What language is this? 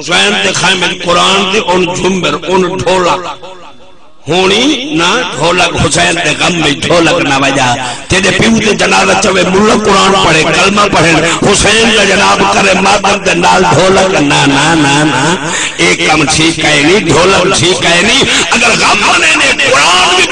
Saraiki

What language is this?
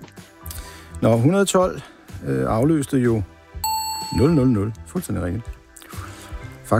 Danish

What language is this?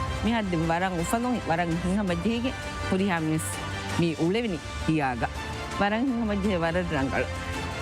Divehi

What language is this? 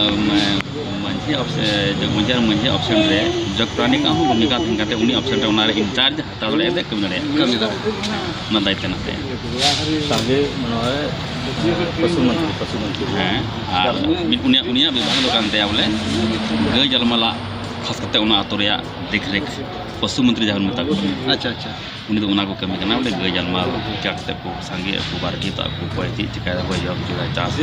Santali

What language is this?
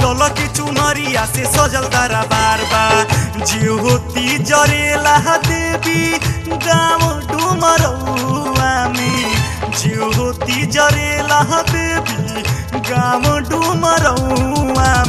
Bhojpuri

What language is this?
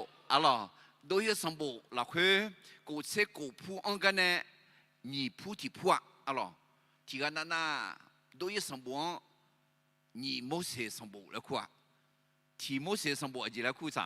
Akha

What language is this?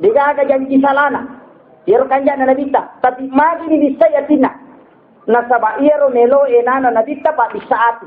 Buginese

